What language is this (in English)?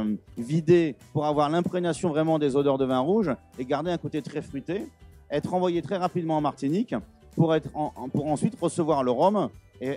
French